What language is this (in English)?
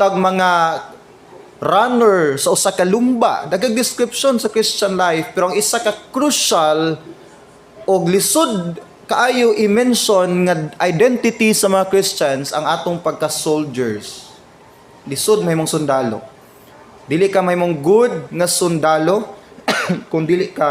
Cebuano